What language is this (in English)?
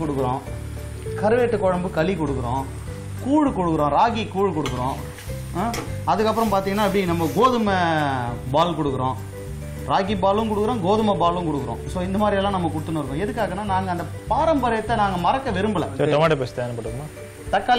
Tamil